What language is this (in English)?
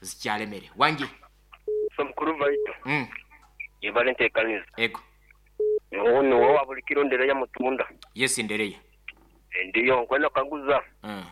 Nyoro